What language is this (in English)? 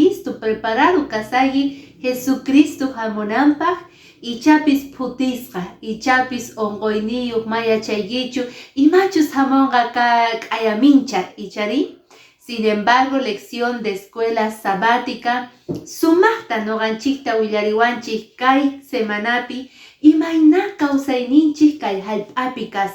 Quechua